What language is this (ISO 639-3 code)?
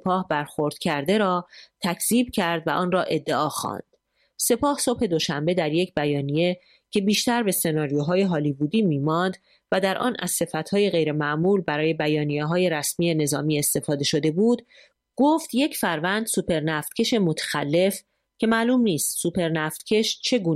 fas